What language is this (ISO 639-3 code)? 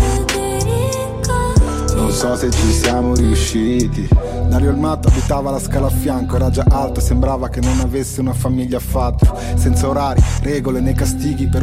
ita